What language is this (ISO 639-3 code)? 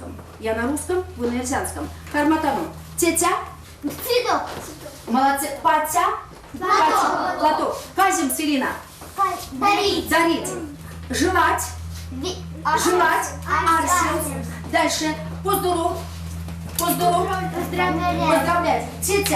myv